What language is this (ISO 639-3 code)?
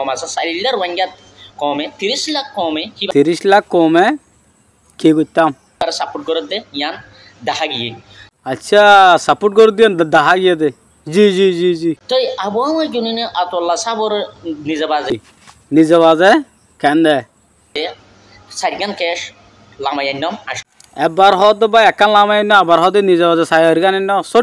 rhg